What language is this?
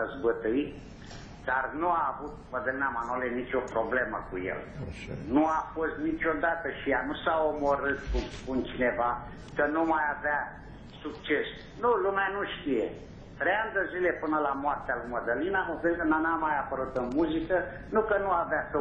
Romanian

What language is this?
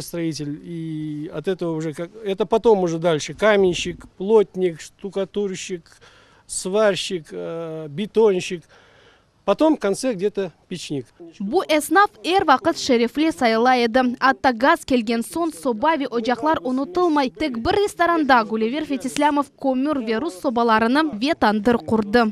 Crimean Tatar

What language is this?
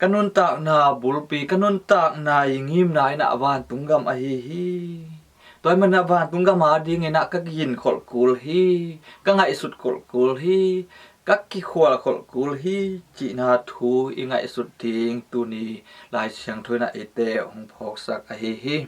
Tedim Chin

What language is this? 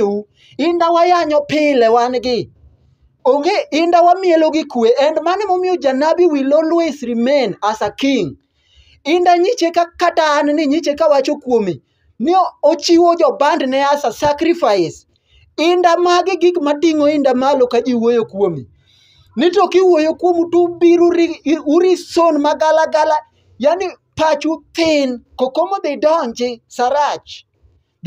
Luo (Kenya and Tanzania)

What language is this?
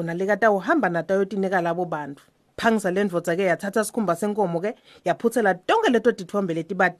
Swati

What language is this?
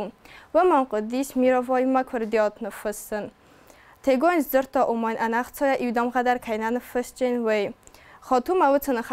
Ossetic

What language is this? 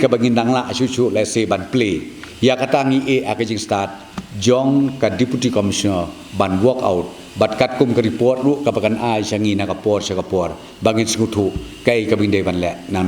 Khasi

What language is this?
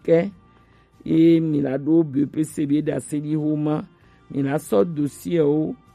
Gen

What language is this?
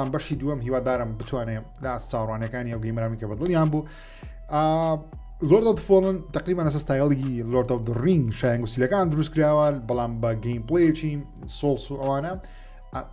Central Kurdish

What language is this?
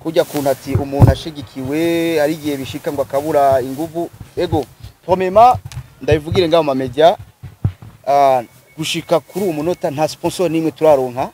Rundi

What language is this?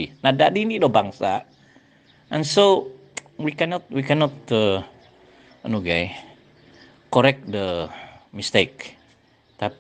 Central Dusun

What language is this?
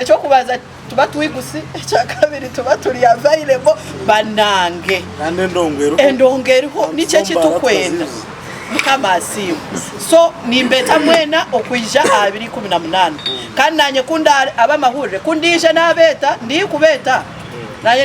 Nyankole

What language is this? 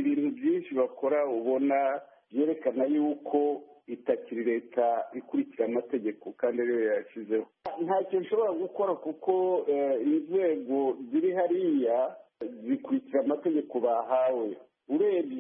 Kinyarwanda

